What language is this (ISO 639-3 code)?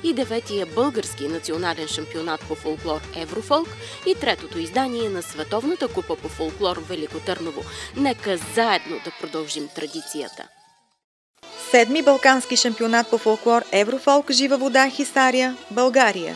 bul